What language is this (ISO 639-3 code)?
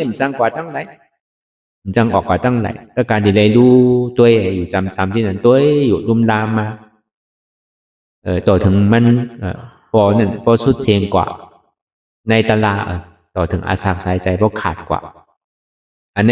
shn